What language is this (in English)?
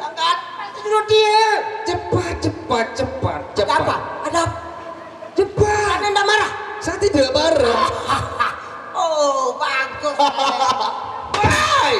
Sasak